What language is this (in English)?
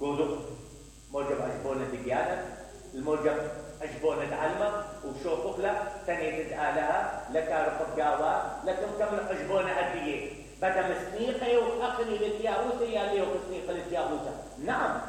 Mesopotamian Arabic